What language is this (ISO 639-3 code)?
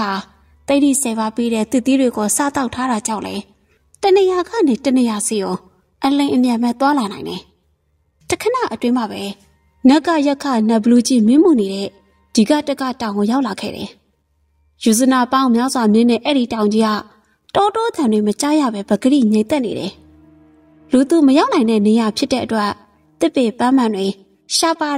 mya